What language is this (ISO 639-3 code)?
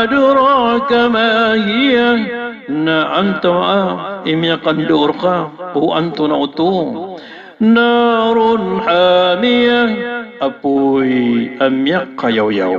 mrw